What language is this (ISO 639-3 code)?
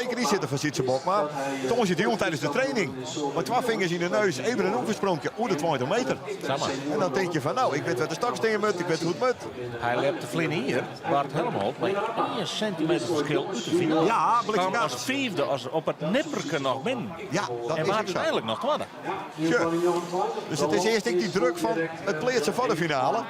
fry